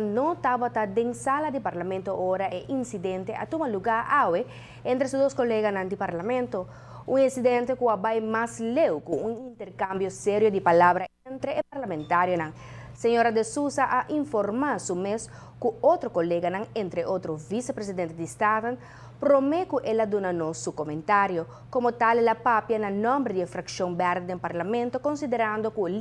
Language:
Papiamento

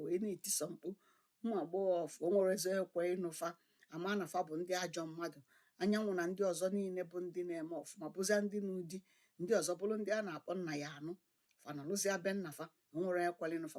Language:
Igbo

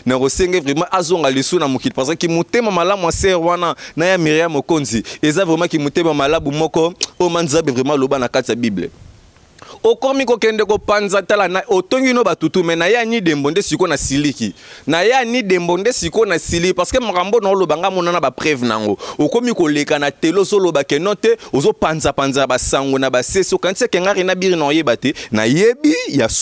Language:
Lingala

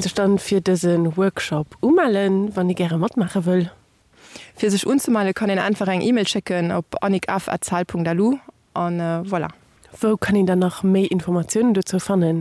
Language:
Luxembourgish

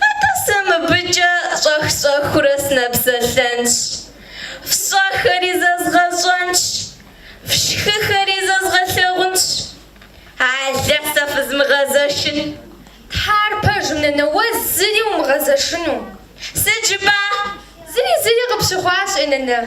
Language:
Kabardian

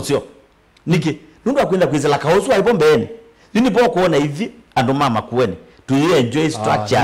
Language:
Kamba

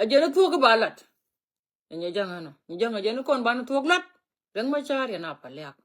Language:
Nuer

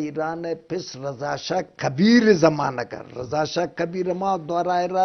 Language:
Eastern Balochi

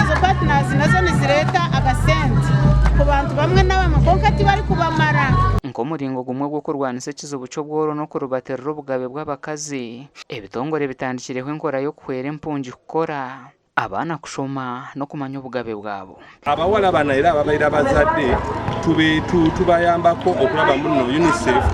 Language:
Nyankole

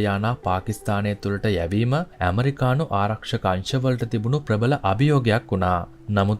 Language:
Sinhala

